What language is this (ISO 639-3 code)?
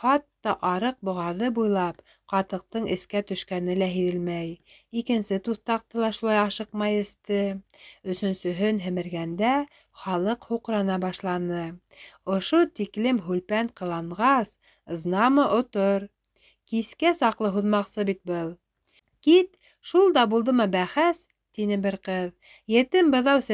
bak